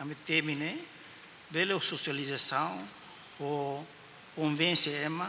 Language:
Tetum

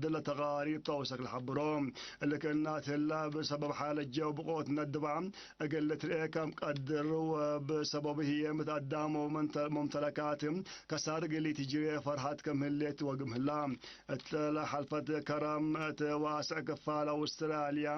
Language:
Tigre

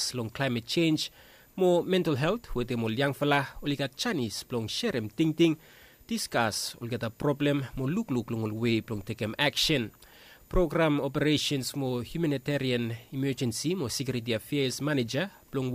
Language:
Bislama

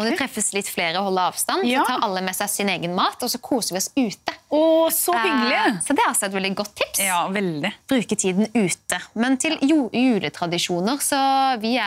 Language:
Norwegian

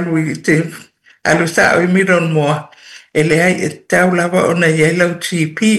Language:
Samoan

